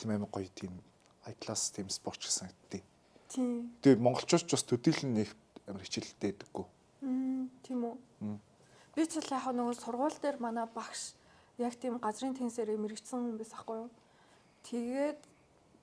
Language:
Mongolian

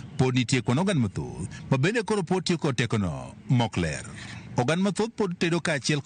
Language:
Luo (Kenya and Tanzania)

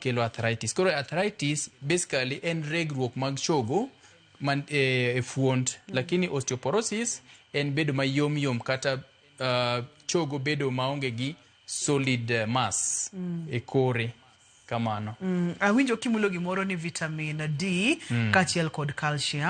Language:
Luo (Kenya and Tanzania)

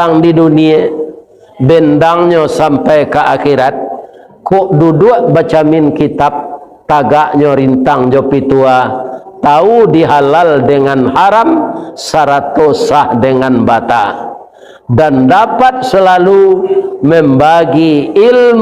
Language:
Minangkabau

